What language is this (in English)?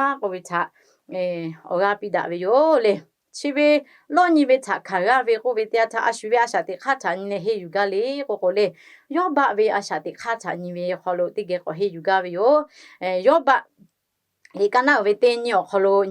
Lahu